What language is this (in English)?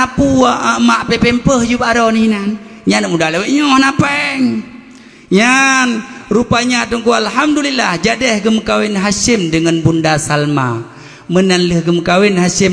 Achinese